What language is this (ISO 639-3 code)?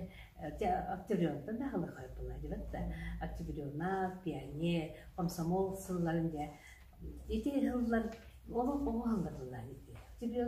sah